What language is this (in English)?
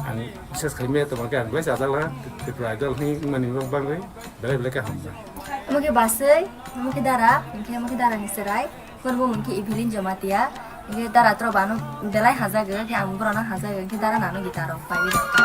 Kok Borok